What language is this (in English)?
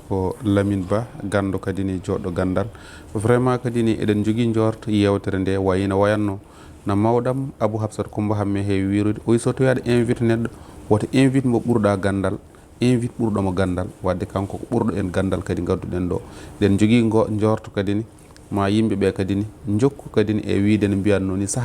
Fula